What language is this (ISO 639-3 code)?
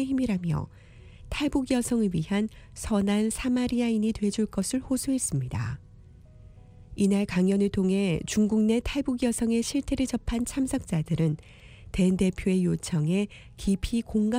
kor